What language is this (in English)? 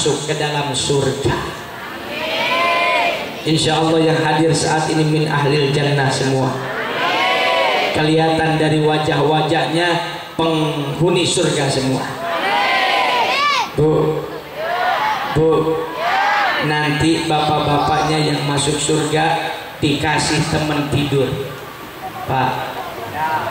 Indonesian